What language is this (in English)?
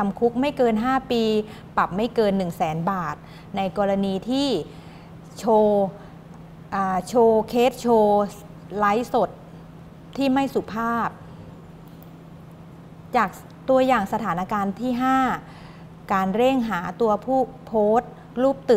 Thai